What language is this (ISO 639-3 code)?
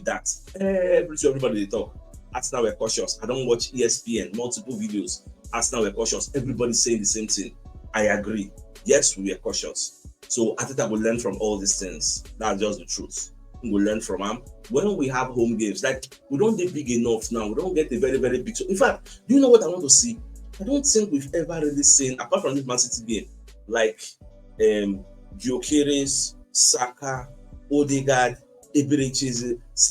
pcm